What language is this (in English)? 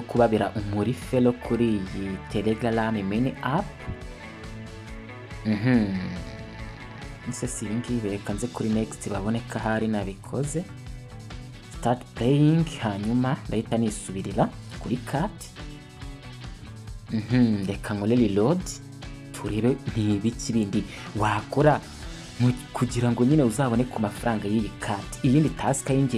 Kinyarwanda